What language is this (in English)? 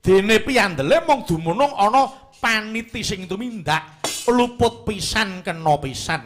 Javanese